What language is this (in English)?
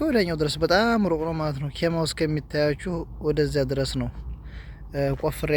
Amharic